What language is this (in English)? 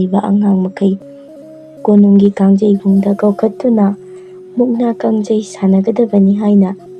Manipuri